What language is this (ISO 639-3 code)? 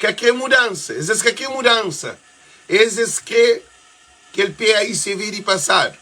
kea